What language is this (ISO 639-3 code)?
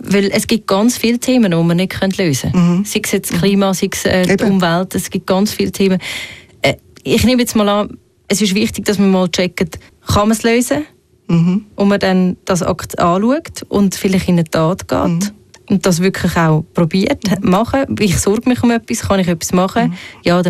deu